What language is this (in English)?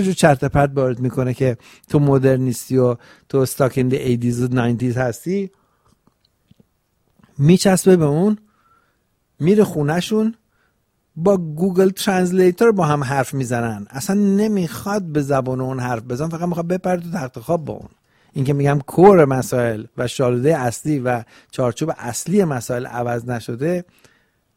Persian